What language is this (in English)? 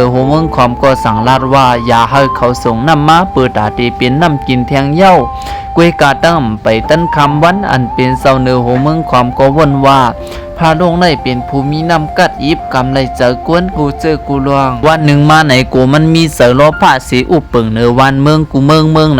Shan